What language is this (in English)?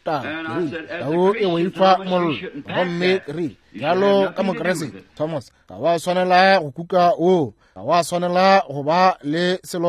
Northern Sotho